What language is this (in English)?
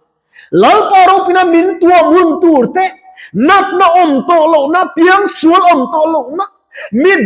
Mizo